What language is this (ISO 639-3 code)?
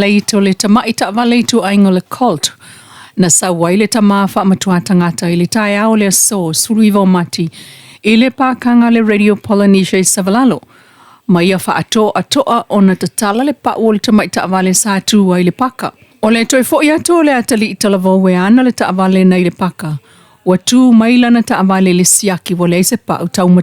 smo